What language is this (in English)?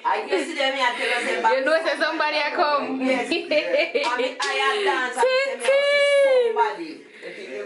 Jamaican Creole English